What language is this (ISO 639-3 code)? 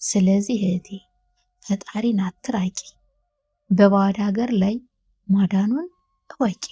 amh